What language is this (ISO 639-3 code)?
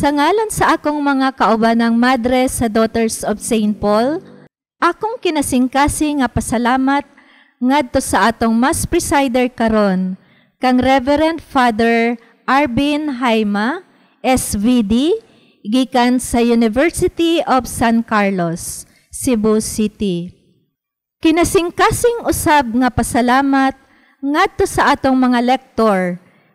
ceb